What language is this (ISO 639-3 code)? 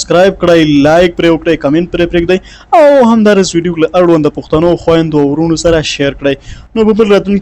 pus